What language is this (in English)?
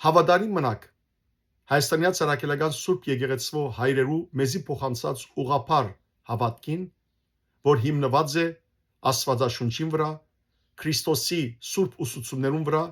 Western Armenian